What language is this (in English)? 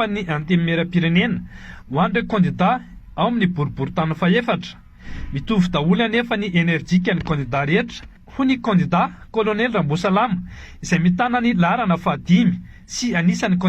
Malagasy